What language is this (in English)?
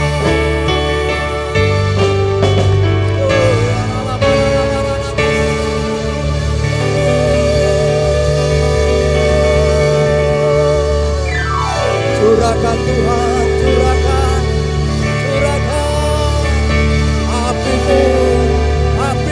Indonesian